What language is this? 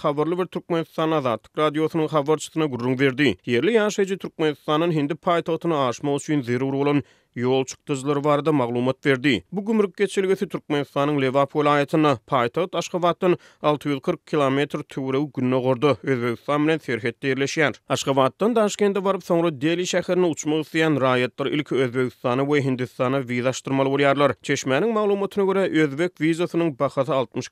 Turkmen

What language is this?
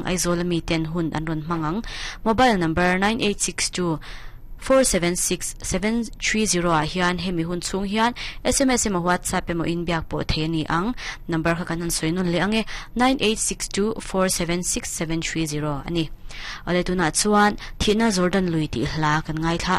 Mizo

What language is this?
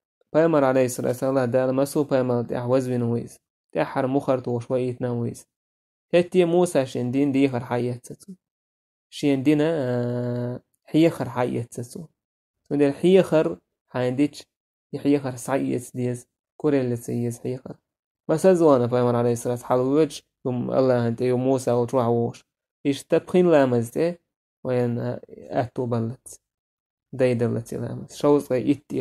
Chechen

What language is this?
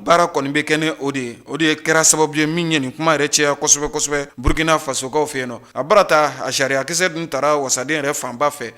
Bambara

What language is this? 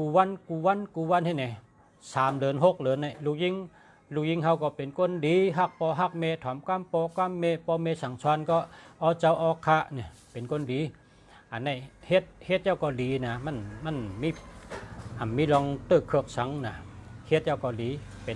Shan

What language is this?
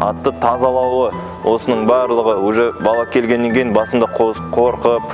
Kazakh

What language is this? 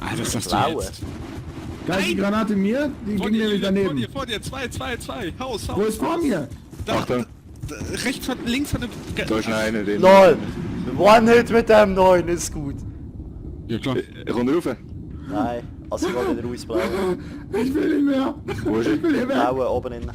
Swiss German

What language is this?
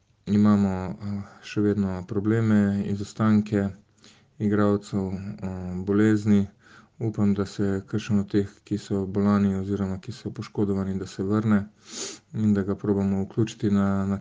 Slovenian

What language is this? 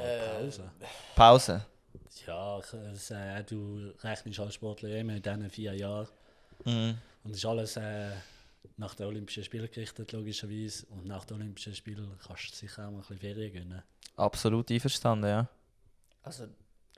Swiss German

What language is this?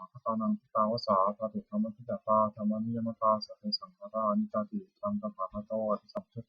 Pali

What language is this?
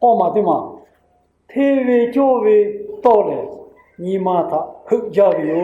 Lahu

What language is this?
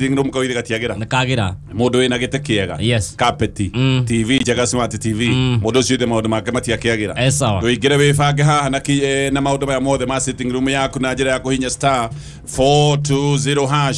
Kikuyu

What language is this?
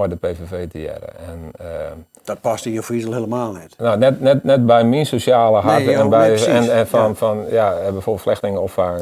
Western Frisian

